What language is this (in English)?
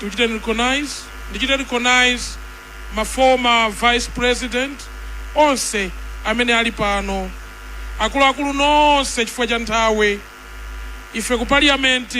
Nyanja